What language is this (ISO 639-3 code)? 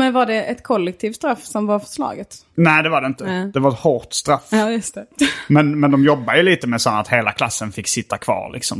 swe